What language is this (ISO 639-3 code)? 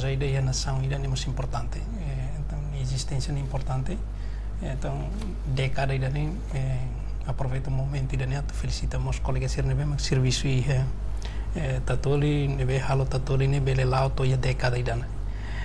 tet